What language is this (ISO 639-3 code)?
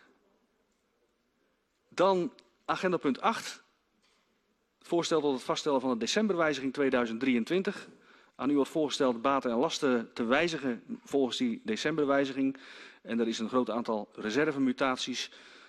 nld